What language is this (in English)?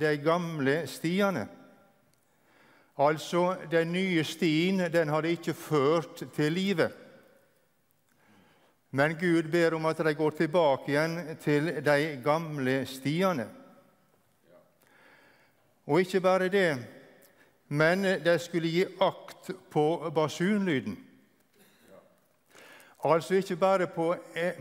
Norwegian